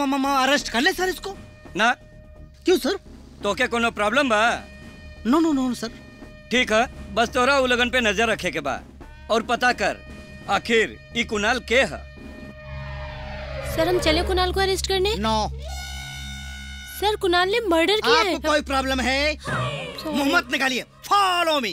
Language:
Bhojpuri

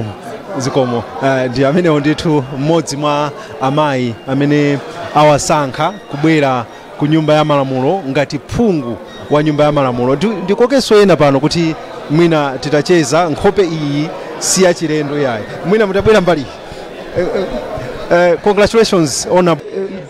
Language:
Nyanja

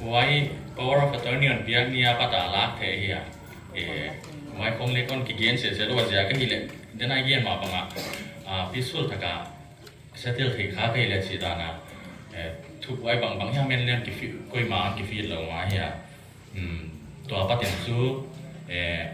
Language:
Paite Chin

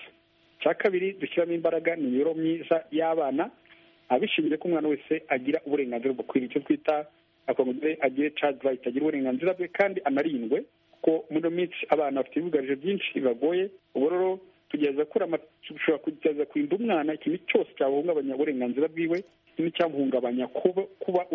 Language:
Kinyarwanda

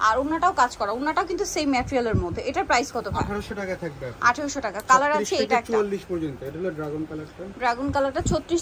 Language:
Bangla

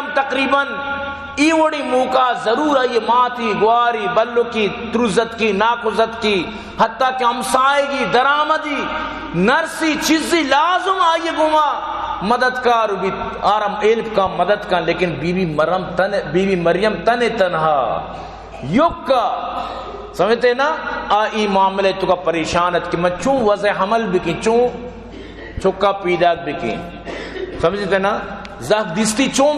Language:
Baluchi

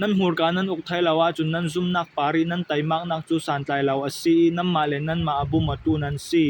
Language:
Falam Chin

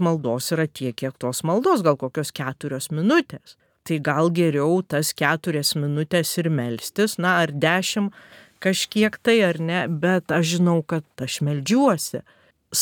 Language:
Lithuanian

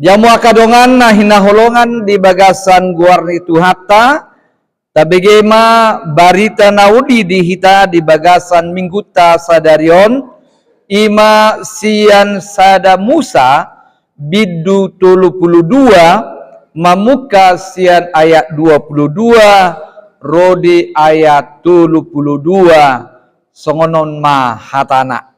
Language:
Batak Toba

